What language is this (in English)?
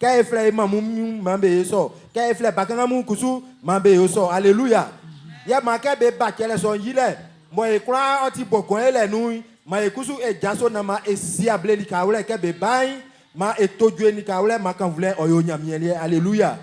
Baoulé